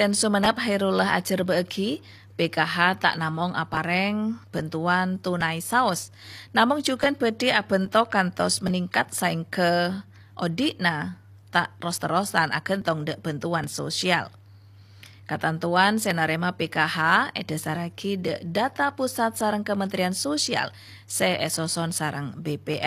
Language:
Madurese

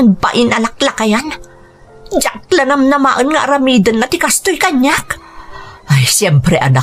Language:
Iloko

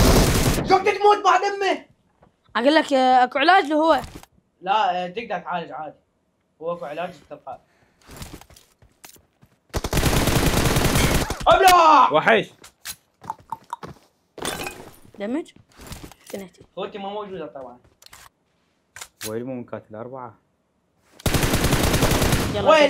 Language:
Mesopotamian Arabic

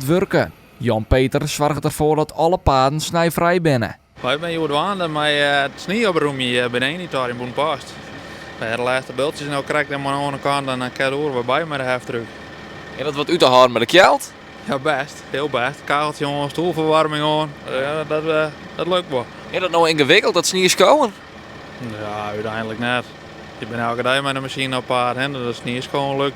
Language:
Western Frisian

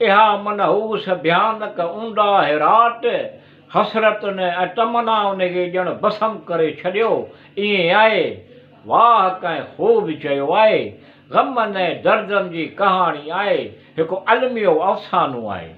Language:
Sindhi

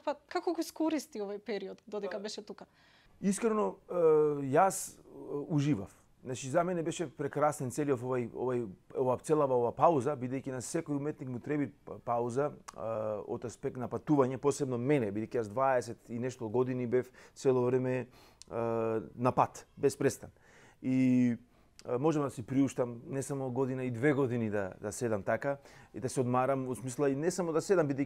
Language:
Macedonian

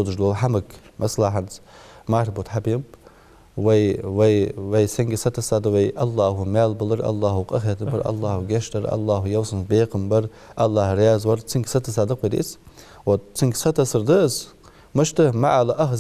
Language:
Ingush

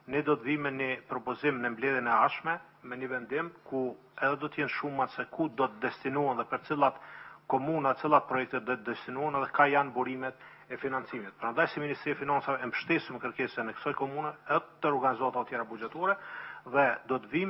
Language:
Albanian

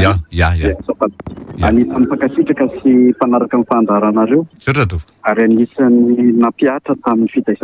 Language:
Malagasy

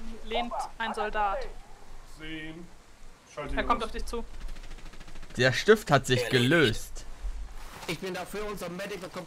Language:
German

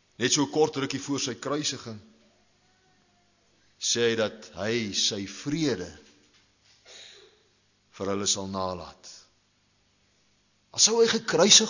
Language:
Afrikaans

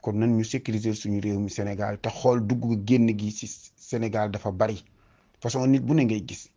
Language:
Wolof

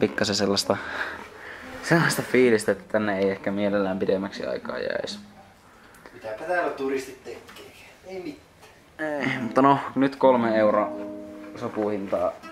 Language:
Finnish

